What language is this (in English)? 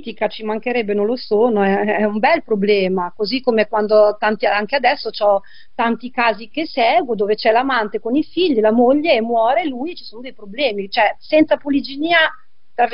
Italian